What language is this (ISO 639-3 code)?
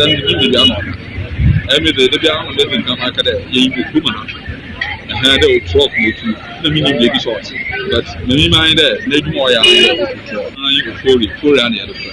aka